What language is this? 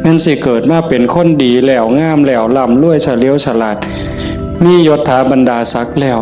Northeastern Thai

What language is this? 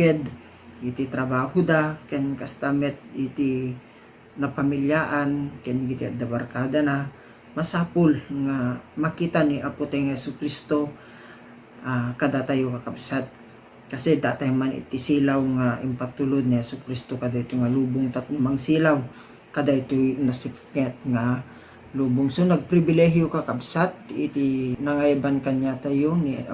Iloko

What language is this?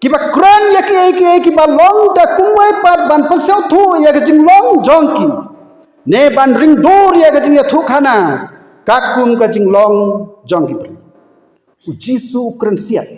Khasi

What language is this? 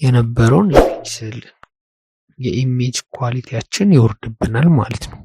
Amharic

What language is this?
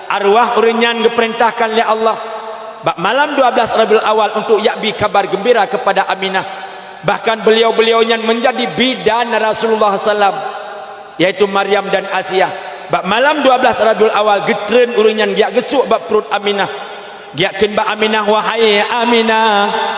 Achinese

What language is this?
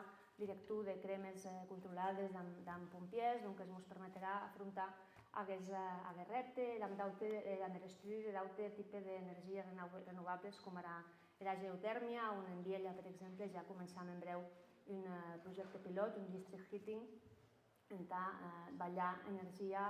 Occitan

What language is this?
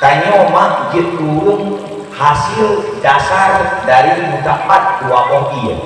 Achinese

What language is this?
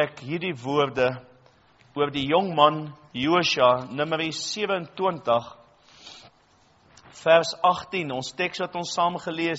Afrikaans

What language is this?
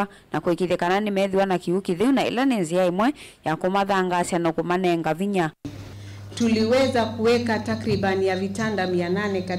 Kamba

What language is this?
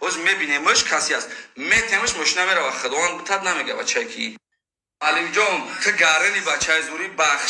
Tajik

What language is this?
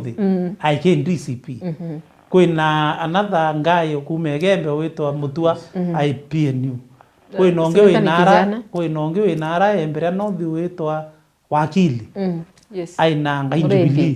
Meru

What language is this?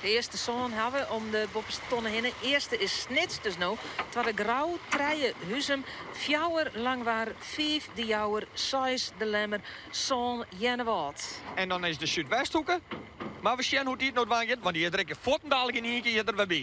Western Frisian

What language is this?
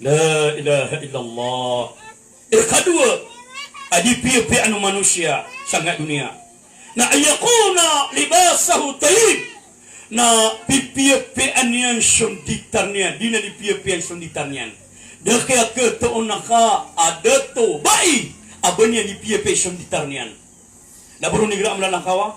Maranao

